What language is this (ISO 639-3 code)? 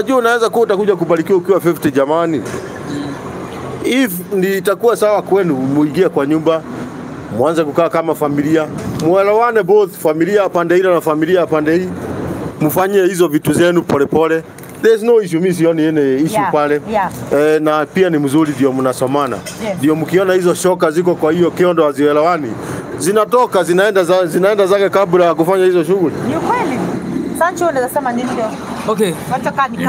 swa